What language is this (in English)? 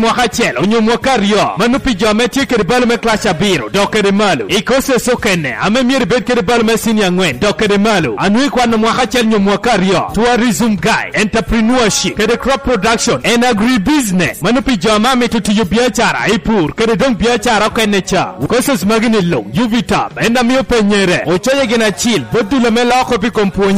Lango (Uganda)